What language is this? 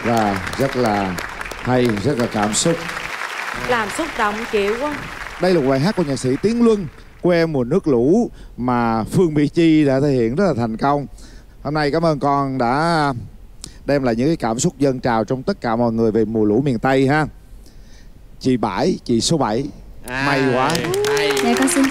Vietnamese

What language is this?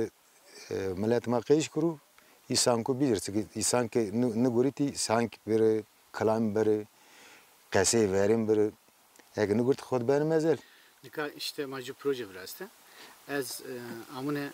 Zaza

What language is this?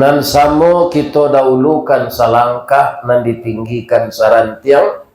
Minangkabau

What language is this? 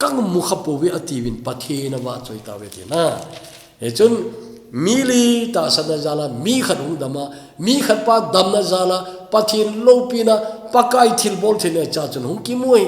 Thado Chin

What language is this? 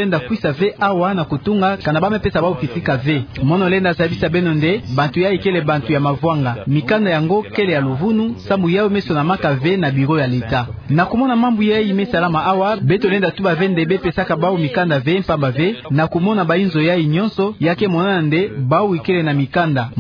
Kituba (Democratic Republic of Congo)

